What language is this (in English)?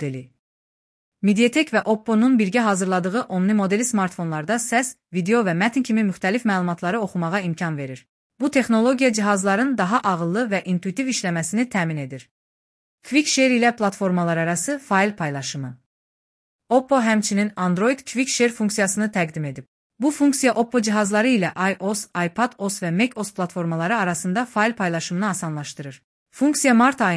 Azerbaijani